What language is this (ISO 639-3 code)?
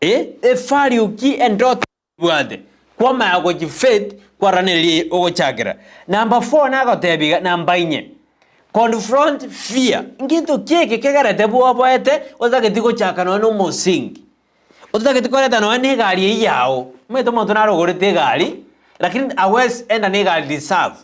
guz